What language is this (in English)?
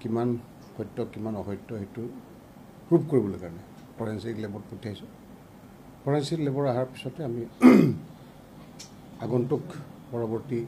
Assamese